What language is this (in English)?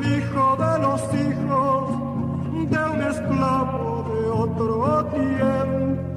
South Bolivian Quechua